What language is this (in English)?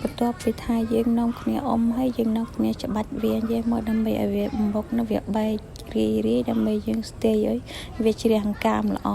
Khmer